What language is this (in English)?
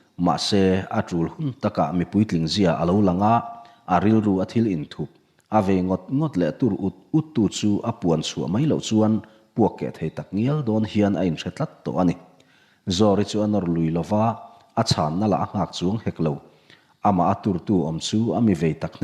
Mizo